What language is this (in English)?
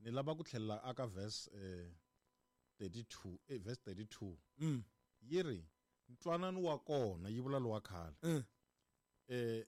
Tsonga